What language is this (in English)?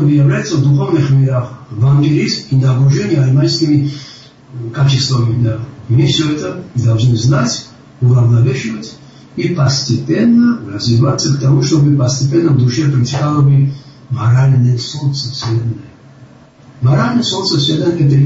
Russian